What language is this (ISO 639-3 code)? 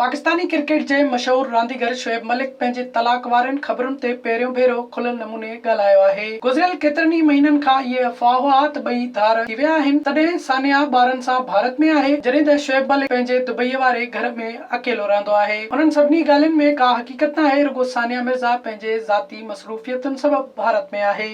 snd